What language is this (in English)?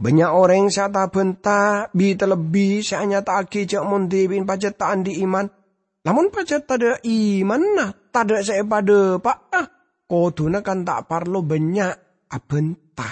Madurese